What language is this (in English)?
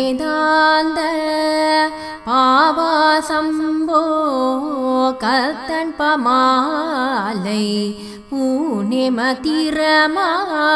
Tamil